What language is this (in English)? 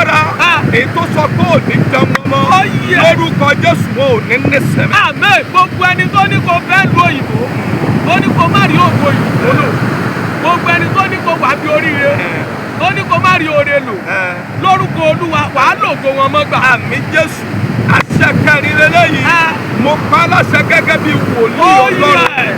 Yoruba